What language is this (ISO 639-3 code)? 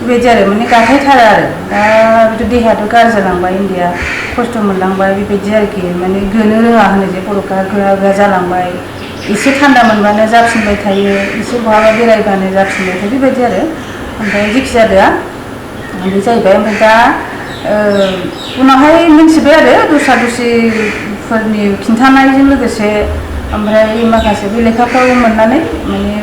brx